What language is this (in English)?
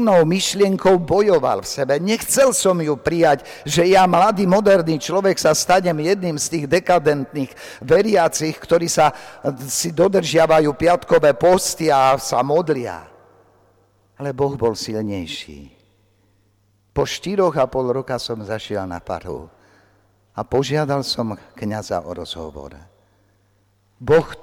Slovak